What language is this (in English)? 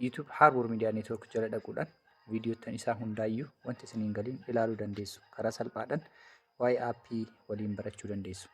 Oromo